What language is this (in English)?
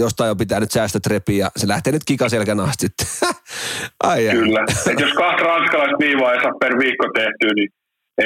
Finnish